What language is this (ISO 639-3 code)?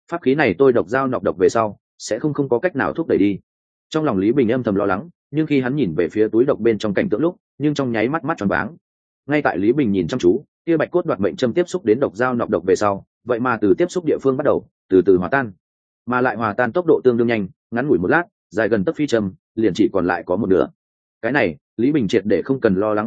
vie